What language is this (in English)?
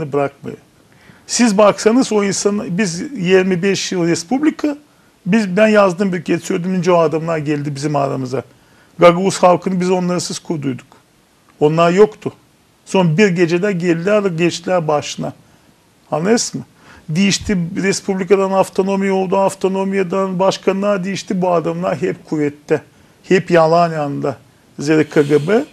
Gagauz